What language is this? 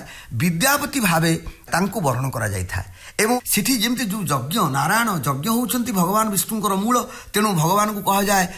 Odia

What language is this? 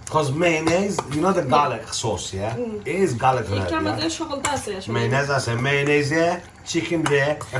Sylheti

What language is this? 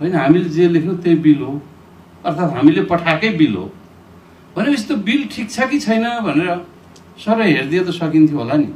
Nepali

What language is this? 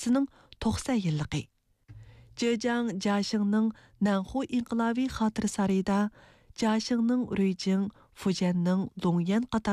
Uyghur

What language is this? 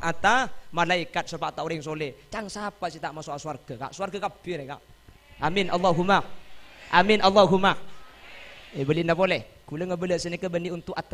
Madurese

